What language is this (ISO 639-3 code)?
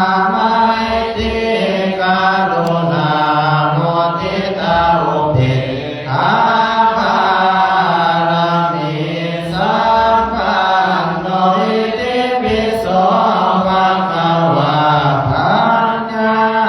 pli